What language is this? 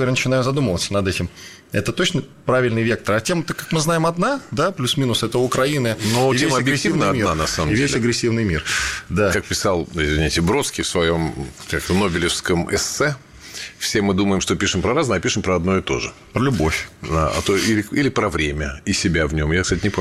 Russian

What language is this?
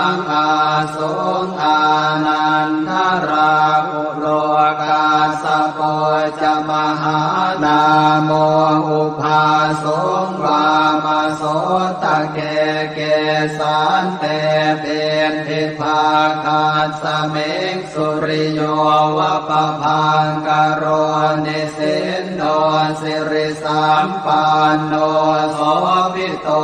Pali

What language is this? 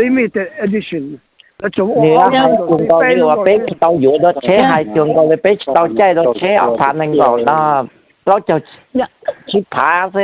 Hmong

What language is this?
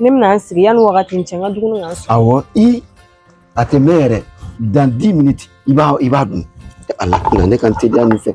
Bambara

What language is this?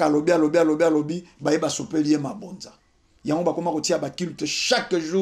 Lingala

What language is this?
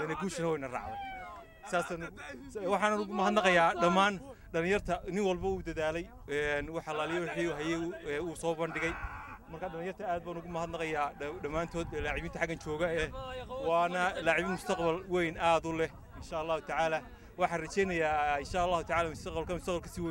Somali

